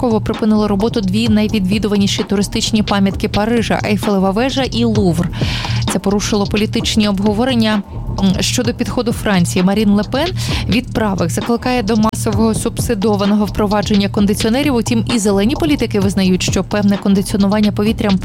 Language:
Ukrainian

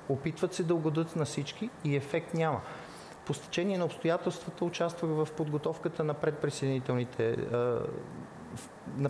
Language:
Bulgarian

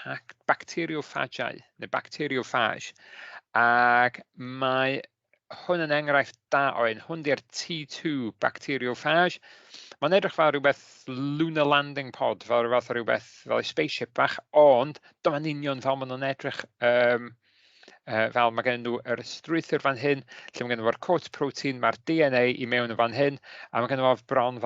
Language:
Welsh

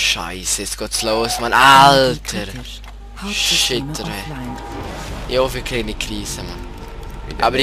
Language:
Swiss German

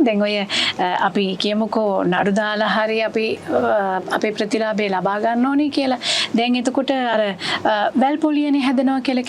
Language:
Sinhala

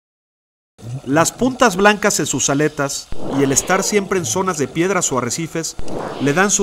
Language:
Spanish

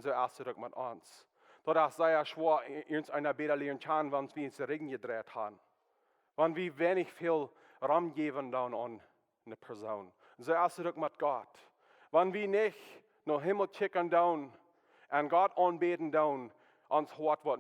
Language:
Plautdietsch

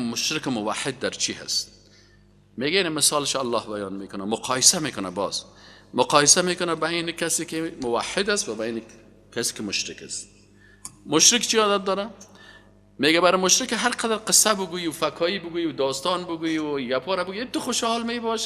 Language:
Persian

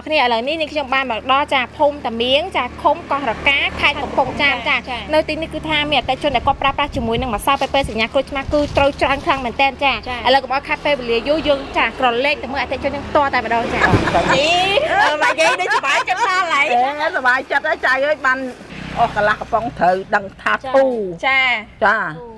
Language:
Khmer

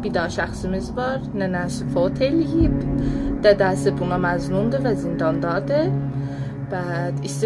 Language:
South Azerbaijani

